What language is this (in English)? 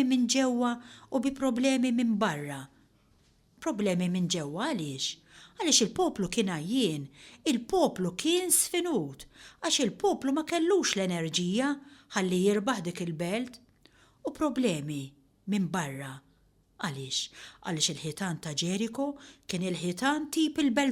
Maltese